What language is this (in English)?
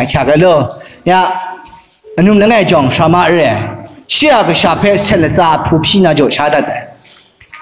Kachin